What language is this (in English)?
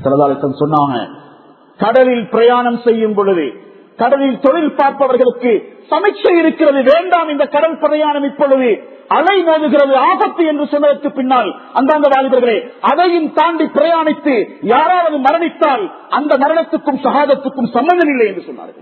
Tamil